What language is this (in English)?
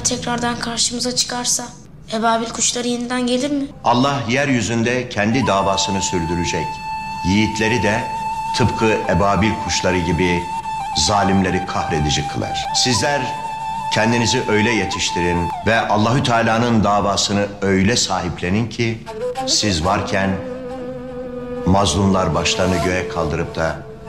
Turkish